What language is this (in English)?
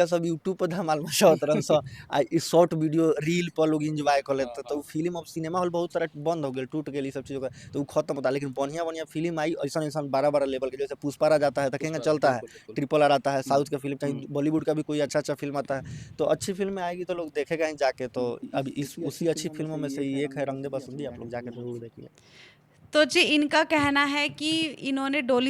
Bhojpuri